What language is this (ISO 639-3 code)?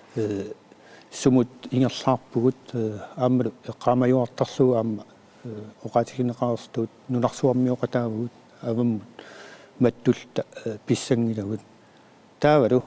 kal